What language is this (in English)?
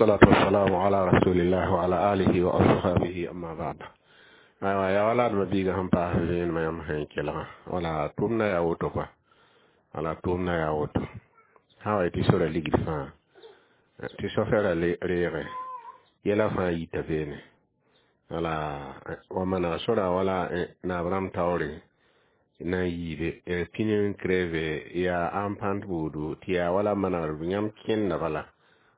Mossi